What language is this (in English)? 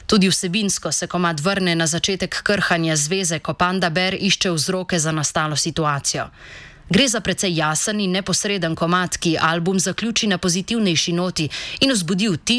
Slovenian